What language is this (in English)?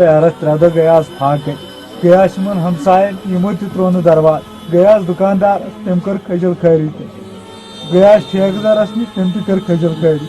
Kashmiri